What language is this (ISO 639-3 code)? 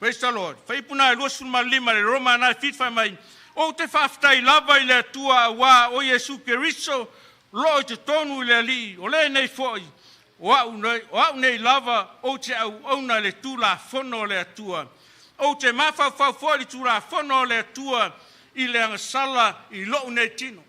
smo